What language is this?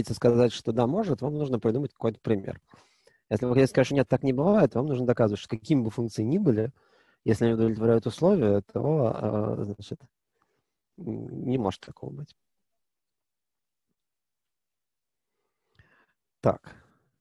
Russian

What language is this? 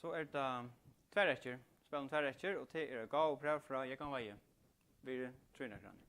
Faroese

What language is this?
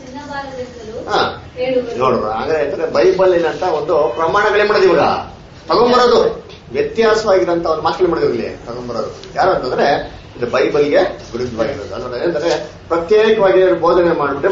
Kannada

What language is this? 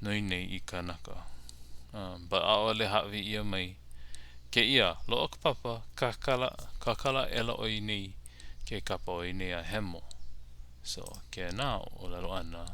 Hawaiian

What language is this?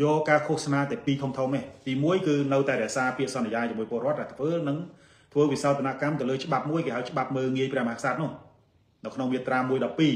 Khmer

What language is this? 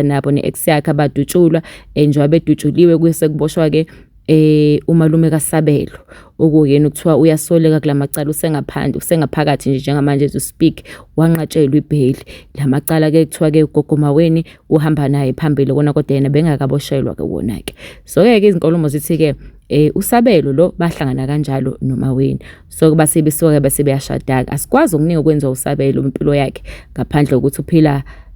Zulu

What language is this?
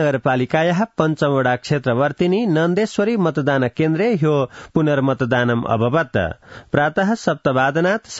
Sanskrit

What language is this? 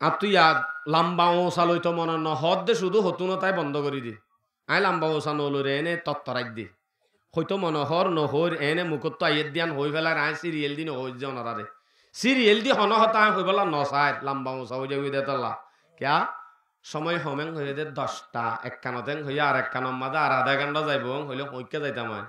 Rohingya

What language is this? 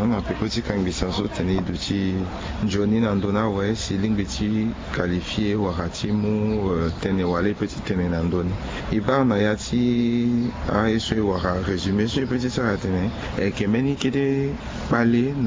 Sango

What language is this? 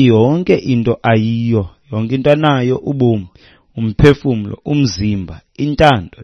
Xhosa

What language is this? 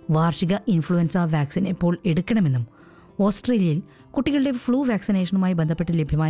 Malayalam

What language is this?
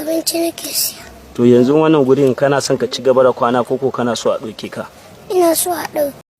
Hausa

